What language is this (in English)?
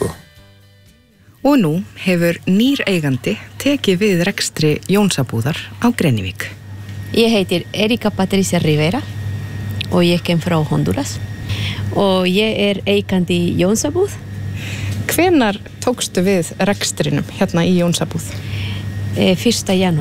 Icelandic